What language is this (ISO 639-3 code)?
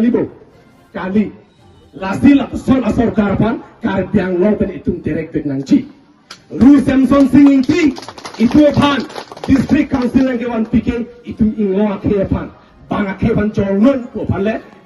mjw